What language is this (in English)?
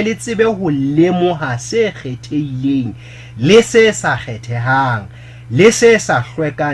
Southern Sotho